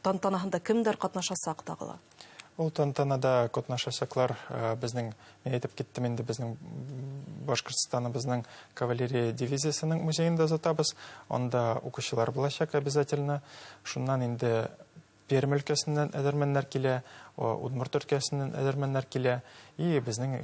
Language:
Bashkir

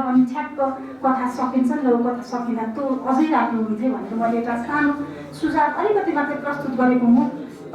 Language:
Nepali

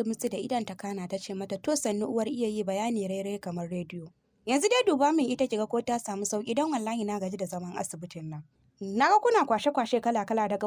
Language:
Hausa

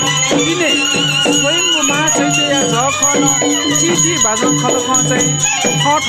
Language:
Newari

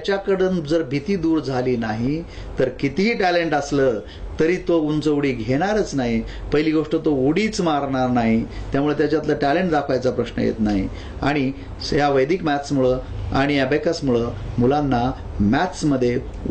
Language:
Marathi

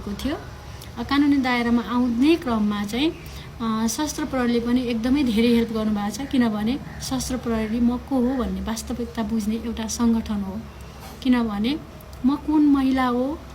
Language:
Nepali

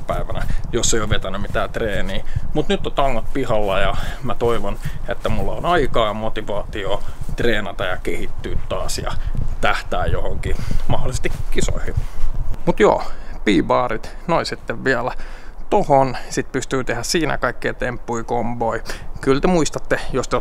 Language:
Finnish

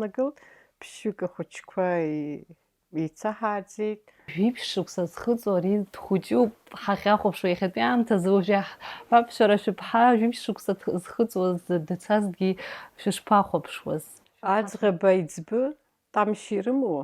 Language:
Abkhazian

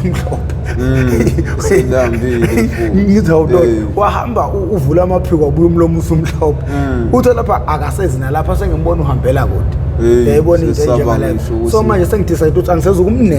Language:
Zulu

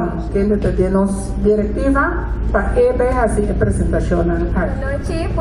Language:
Papiamento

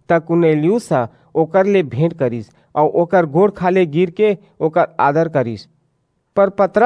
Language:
Chhattisgarhi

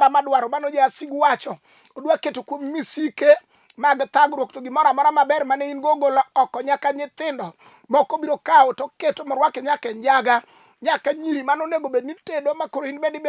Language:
Luo (Kenya and Tanzania)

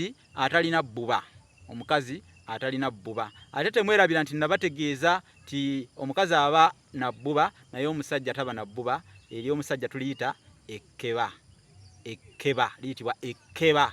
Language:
Ganda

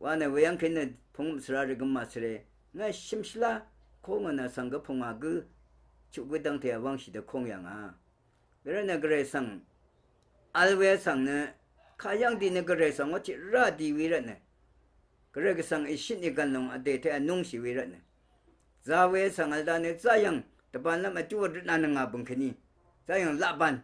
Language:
Rawang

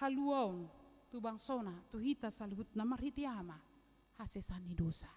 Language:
Batak Toba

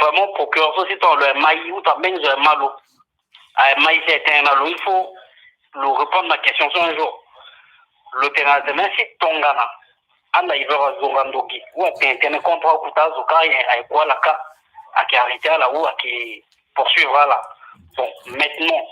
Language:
Sango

